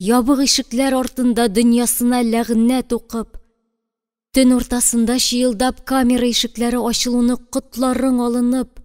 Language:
Tatar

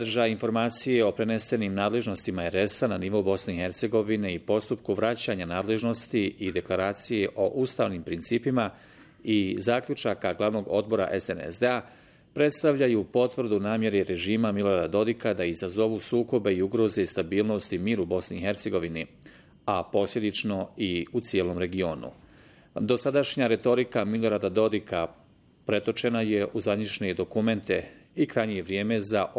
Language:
Bosnian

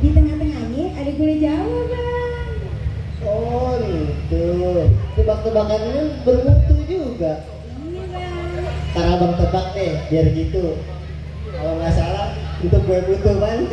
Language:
Betawi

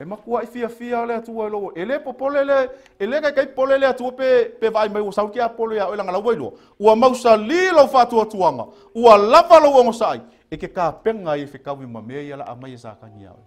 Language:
Samoan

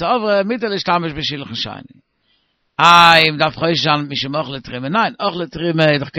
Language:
Yiddish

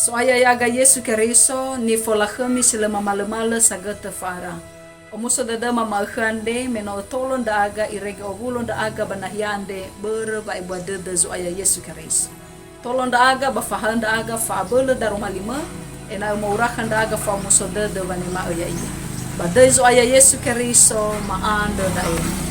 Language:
Nias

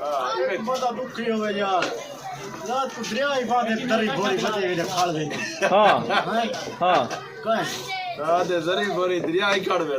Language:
Saraiki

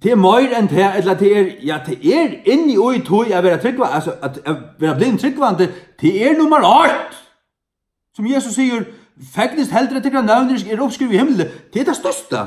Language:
Faroese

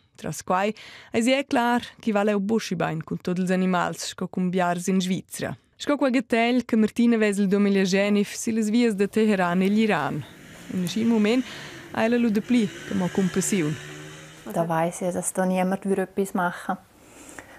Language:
Romansh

